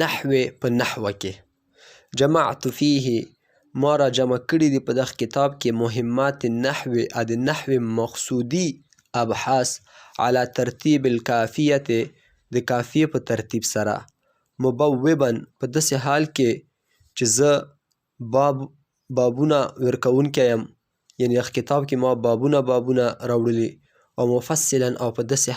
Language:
Pashto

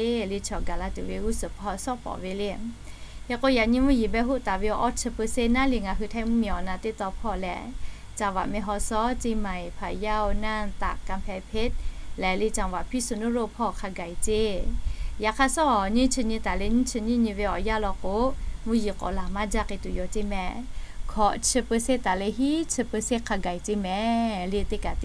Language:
Lahu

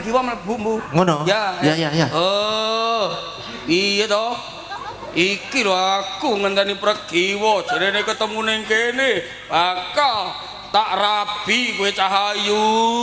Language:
Javanese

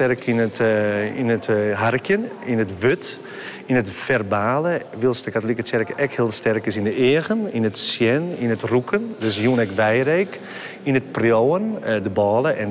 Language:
Western Frisian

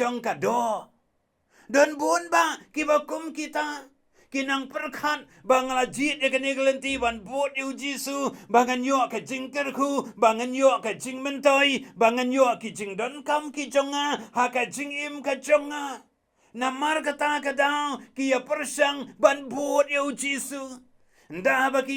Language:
Khasi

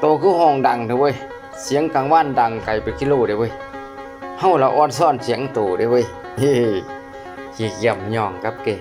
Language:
Northeastern Thai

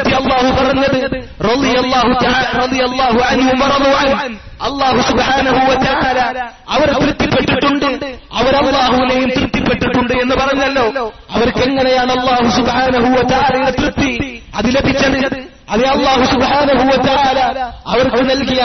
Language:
Malayalam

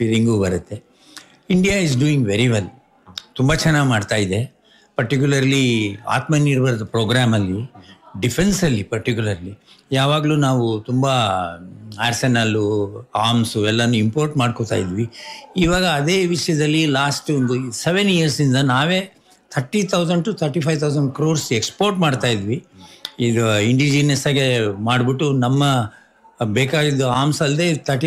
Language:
Kannada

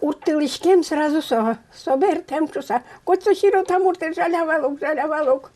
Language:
Udmurt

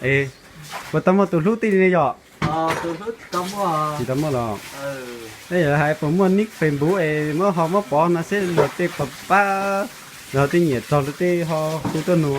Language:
Hmong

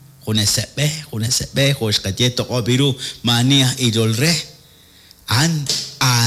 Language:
Kekchí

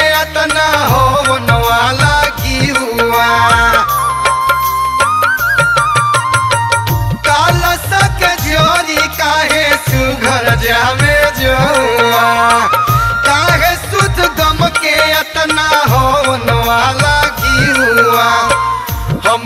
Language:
Bhojpuri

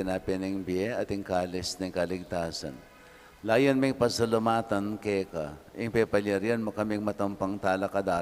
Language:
Pampanga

